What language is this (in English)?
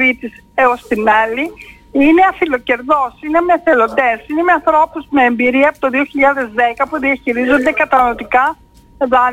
Greek